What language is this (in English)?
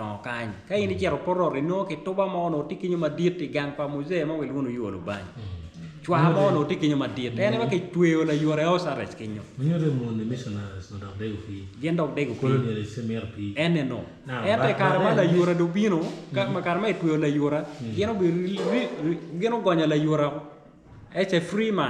Acoli